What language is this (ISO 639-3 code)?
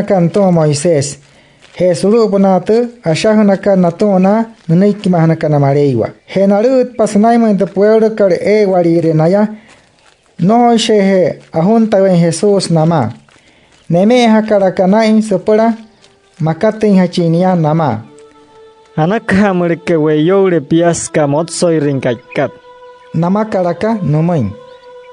guc